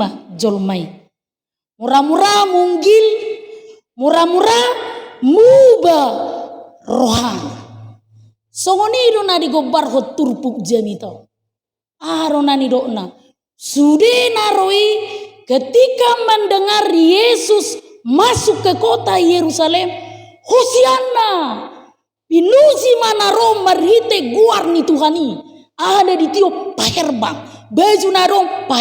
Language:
Batak Toba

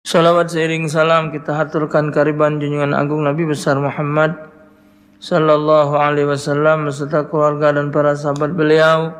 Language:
Musi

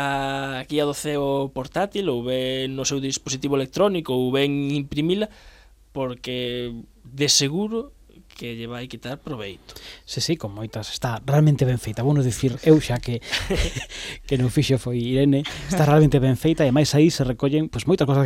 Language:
Galician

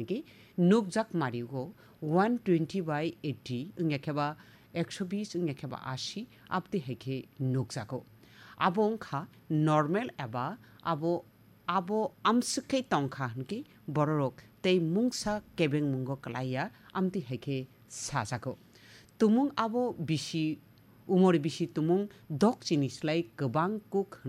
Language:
Kok Borok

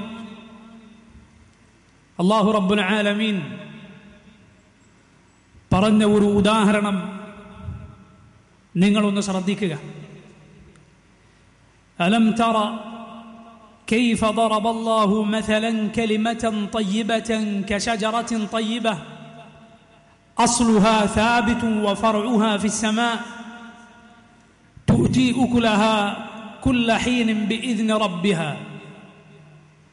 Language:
Malayalam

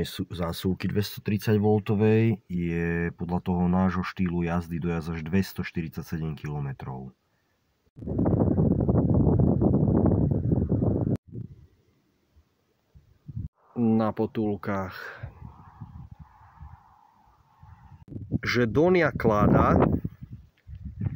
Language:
Slovak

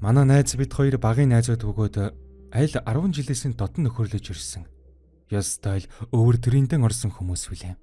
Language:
Mongolian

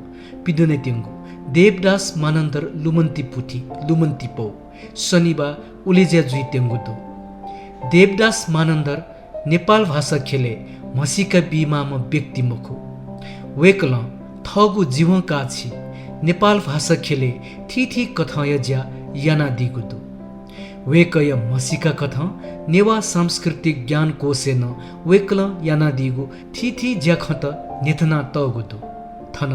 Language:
Newari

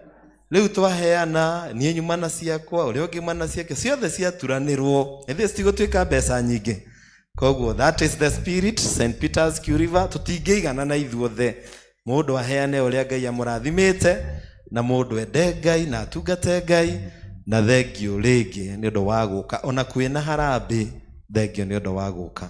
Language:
Kikuyu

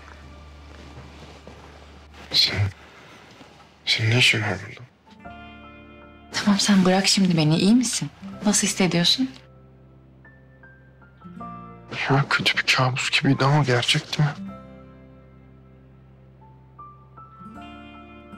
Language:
Turkish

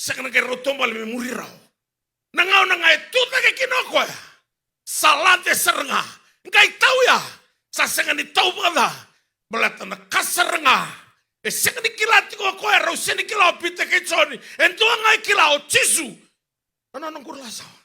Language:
Fijian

